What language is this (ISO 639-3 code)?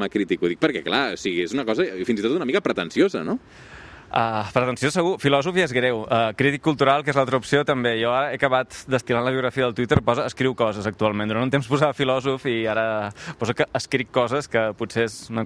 cat